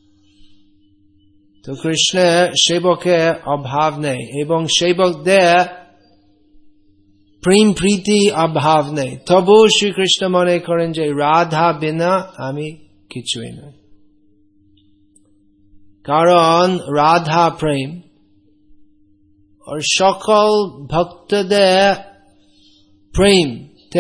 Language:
Bangla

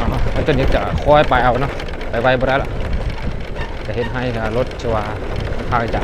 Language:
Lao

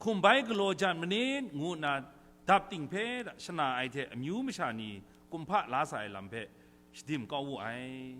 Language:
Kachin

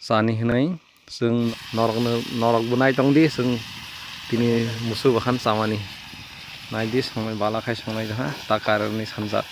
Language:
Kok Borok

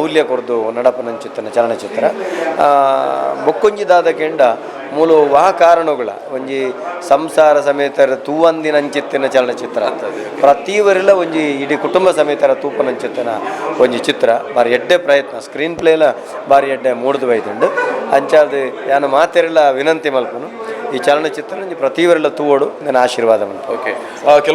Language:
Tulu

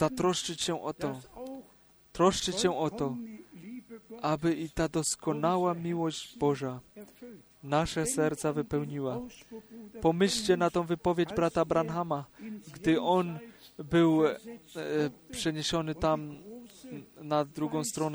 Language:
Polish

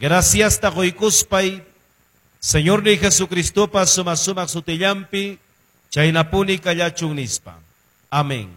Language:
Ayacucho Quechua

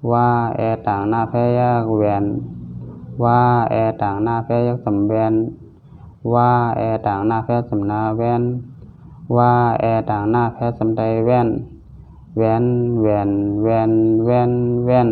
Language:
Shan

